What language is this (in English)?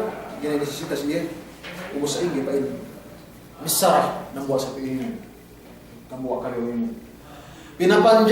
Yakan